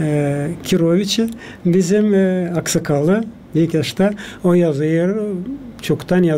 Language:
Gagauz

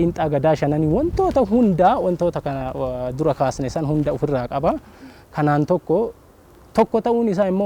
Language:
Oromo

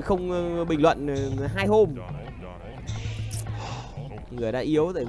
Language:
Vietnamese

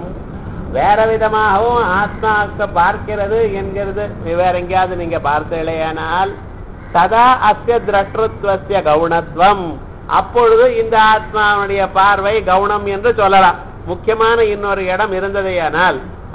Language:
Tamil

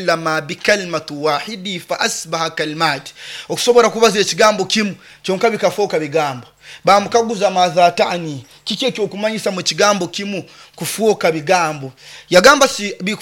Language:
Nyoro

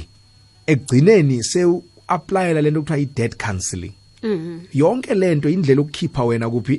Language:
South Ndebele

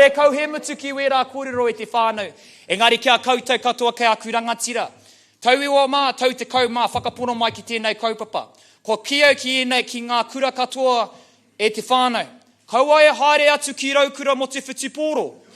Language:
Māori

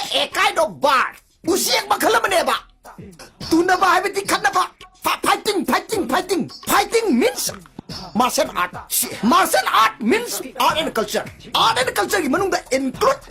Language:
Manipuri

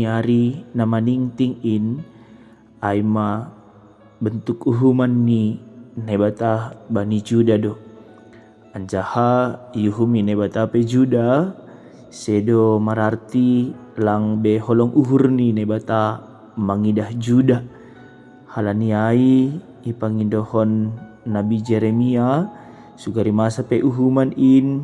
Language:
Batak Simalungun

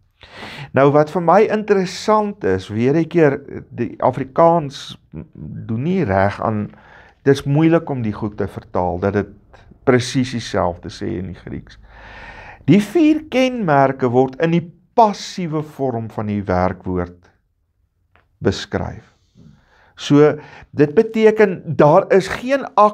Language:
Afrikaans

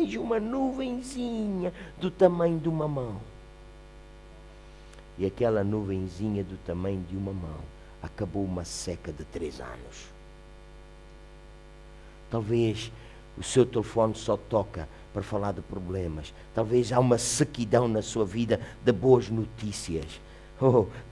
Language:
Portuguese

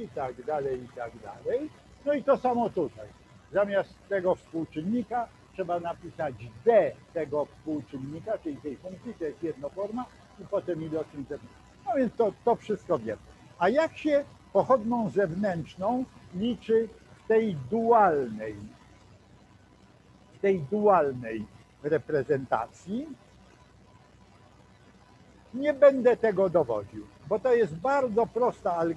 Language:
Polish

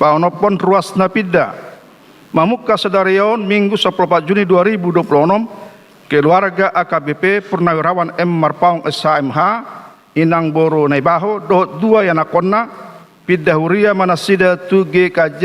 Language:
Batak Toba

